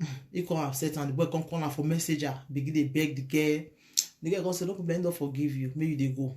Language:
Nigerian Pidgin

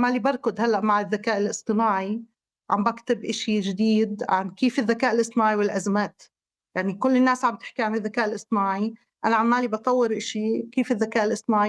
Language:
North Levantine Arabic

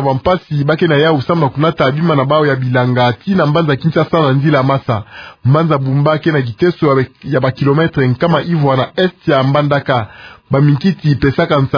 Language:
Kituba (Democratic Republic of Congo)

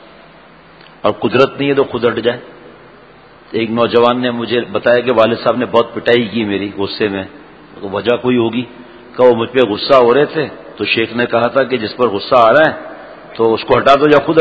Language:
Urdu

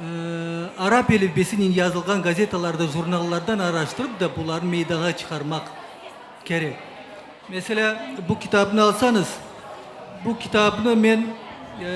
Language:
Crimean Tatar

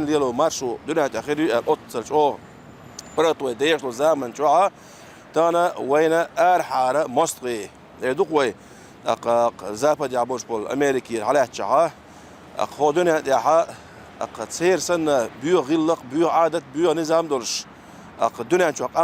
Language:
Chechen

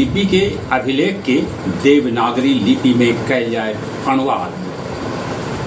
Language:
Magahi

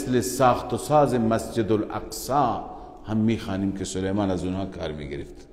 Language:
Persian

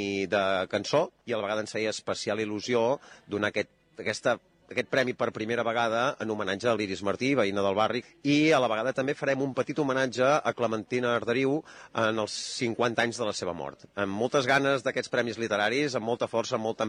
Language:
Catalan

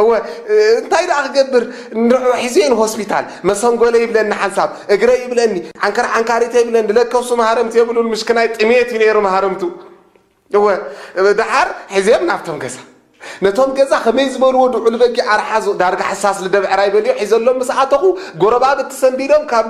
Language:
Tigrinya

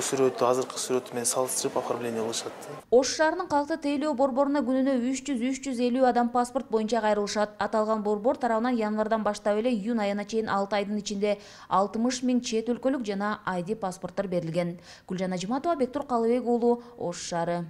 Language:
Kyrgyz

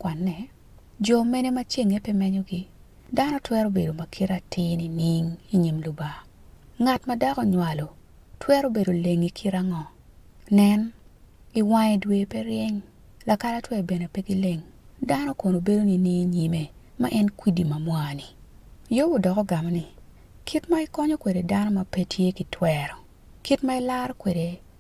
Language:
Acoli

